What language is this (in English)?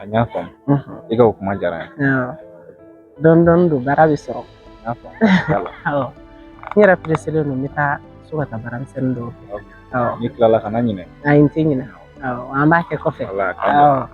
Bambara